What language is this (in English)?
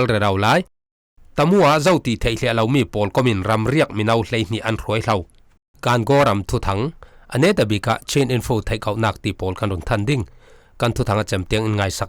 Falam Chin